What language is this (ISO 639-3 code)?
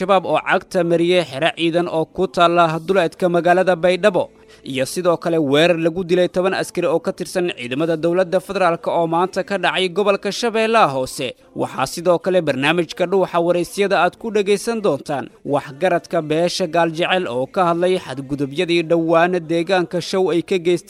som